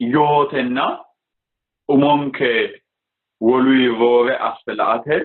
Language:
Sidamo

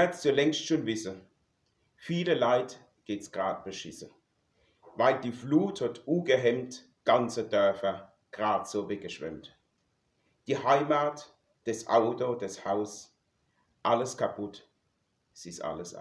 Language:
Palatine German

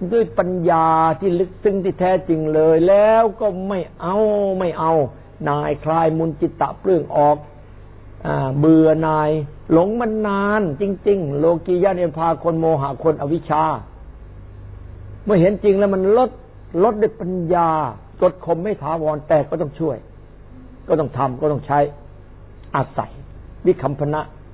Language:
Thai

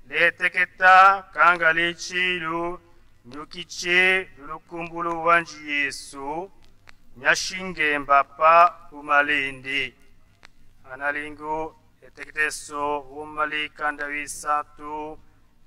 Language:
Tetela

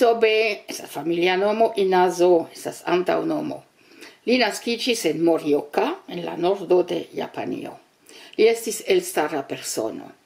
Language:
Esperanto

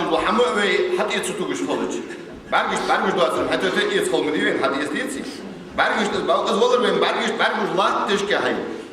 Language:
Ingush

